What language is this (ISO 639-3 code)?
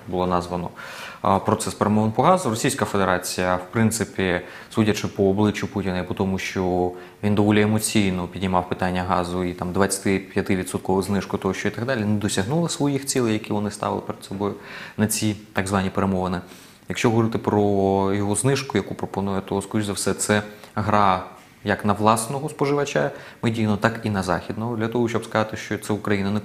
ukr